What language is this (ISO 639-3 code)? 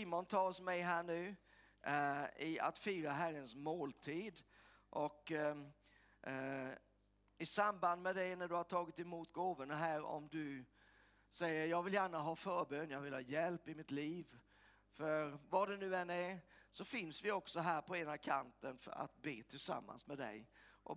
swe